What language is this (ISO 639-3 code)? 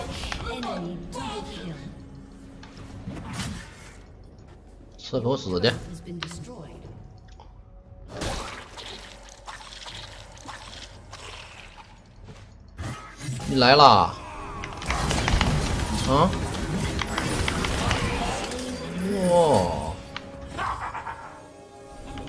zho